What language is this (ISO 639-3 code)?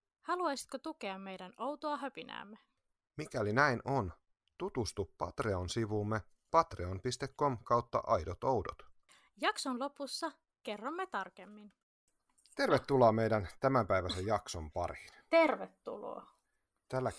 fin